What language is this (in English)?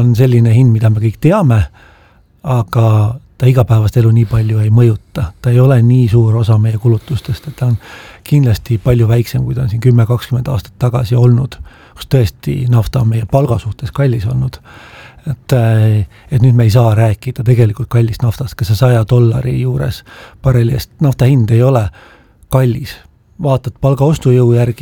Estonian